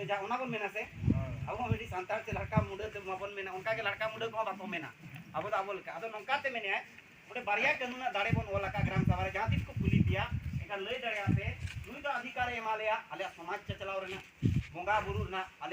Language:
Santali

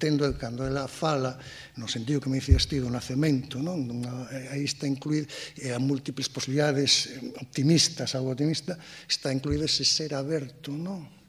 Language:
Galician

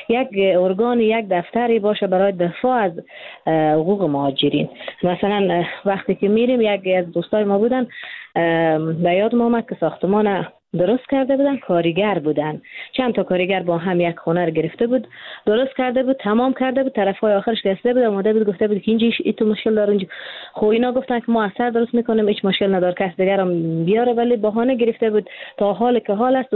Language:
Persian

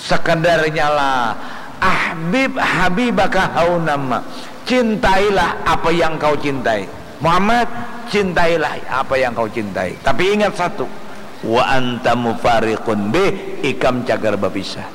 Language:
Banjar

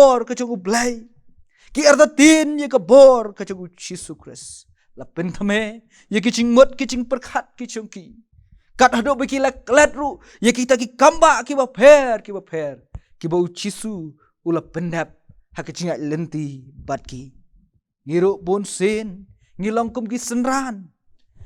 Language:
Khasi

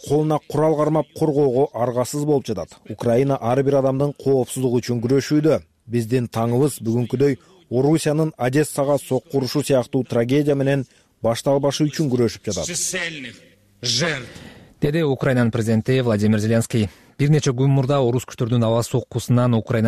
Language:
Kyrgyz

